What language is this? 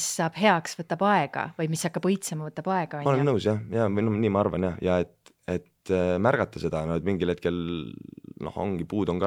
Estonian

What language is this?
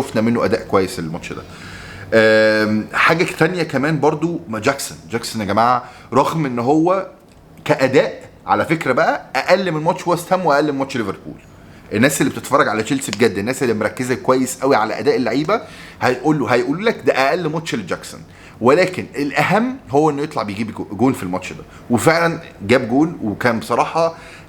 Egyptian Arabic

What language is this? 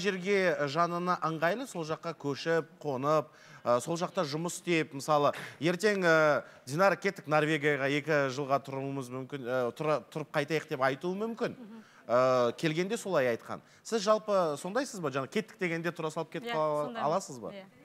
Kazakh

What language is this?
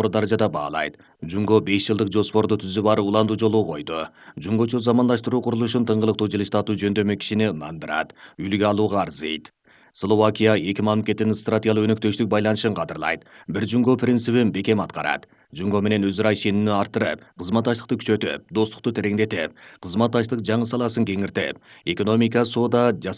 Kyrgyz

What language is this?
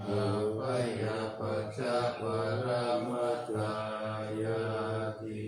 Pali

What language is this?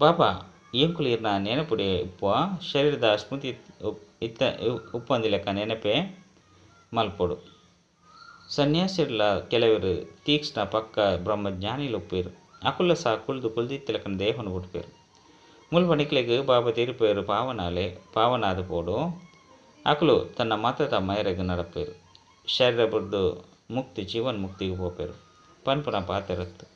Tulu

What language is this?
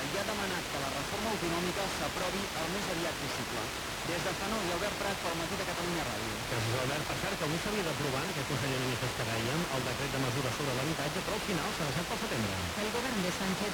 Catalan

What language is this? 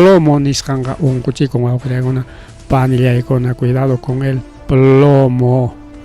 Ayacucho Quechua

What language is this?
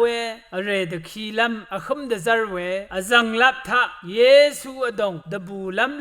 Rawang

